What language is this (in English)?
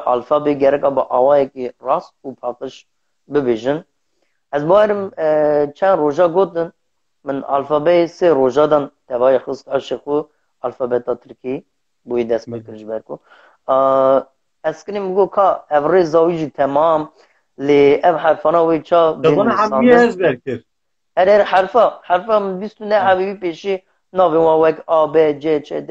Kurdish